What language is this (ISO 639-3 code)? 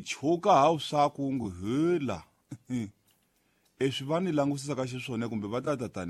tso